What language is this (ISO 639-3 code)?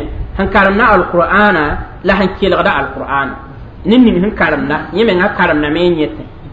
mos